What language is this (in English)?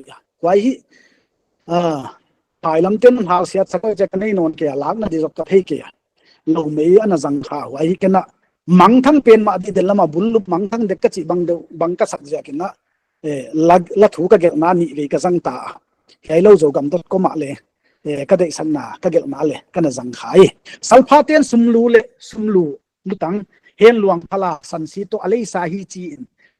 Paite Chin